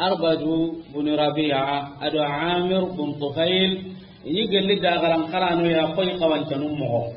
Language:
Soninke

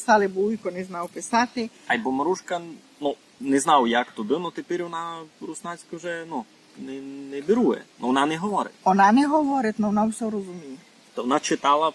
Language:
Rusyn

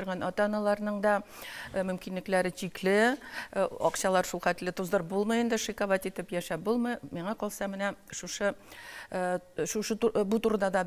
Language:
Tatar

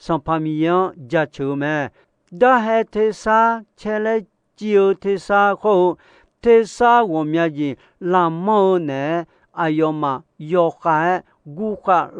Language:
Akha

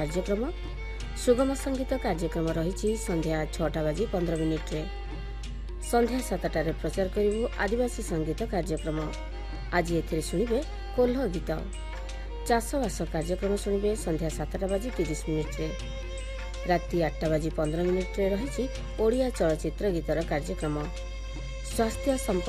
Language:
Odia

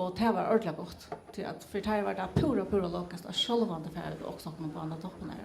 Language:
Faroese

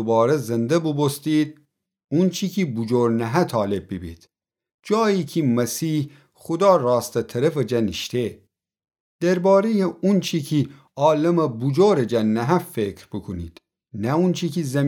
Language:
Gilaki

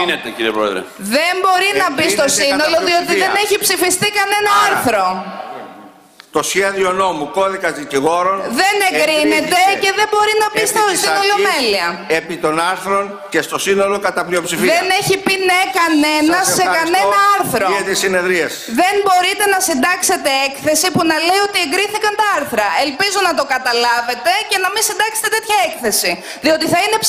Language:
Greek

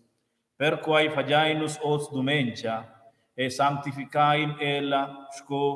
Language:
Romansh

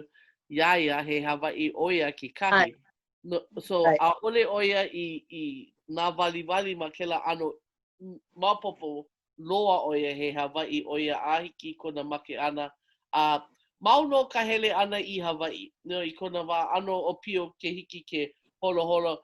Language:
Hawaiian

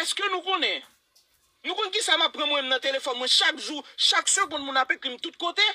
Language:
Haitian Creole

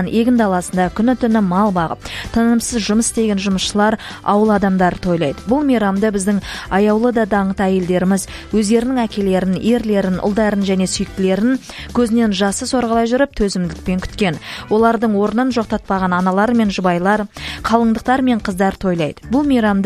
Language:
Kazakh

